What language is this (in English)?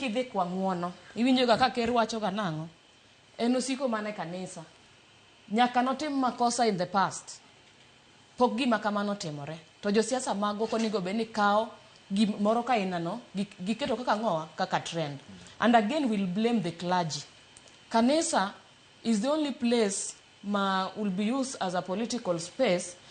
Luo (Kenya and Tanzania)